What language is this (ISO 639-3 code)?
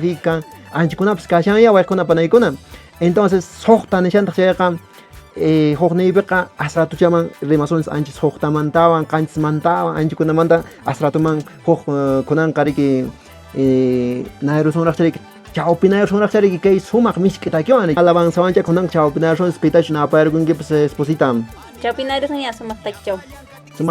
que